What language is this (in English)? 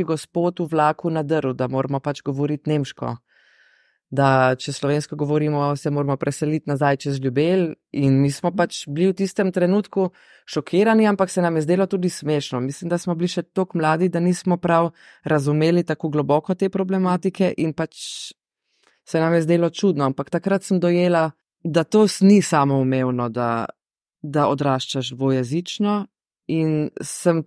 Slovenian